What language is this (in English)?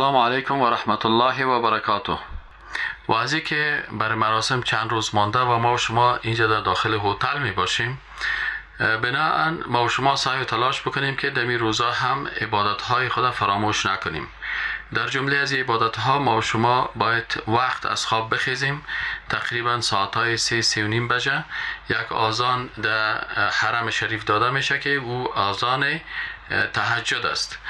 Persian